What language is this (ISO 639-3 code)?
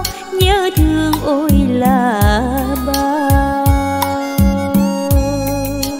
vie